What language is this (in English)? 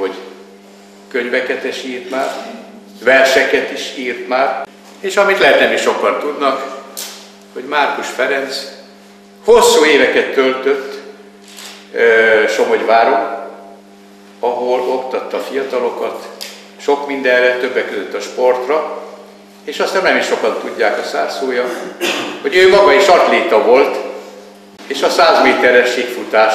Hungarian